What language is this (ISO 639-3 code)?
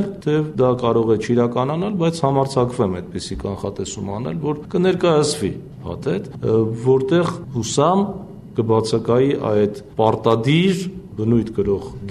hye